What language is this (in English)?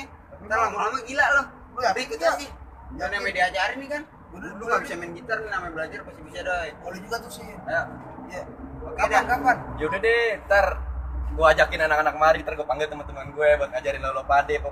Betawi